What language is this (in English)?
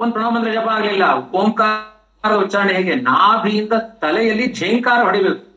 Kannada